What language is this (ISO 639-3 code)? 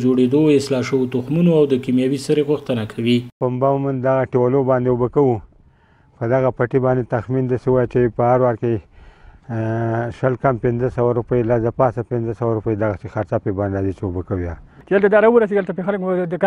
pus